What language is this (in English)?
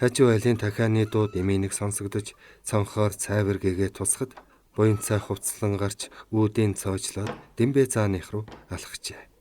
Mongolian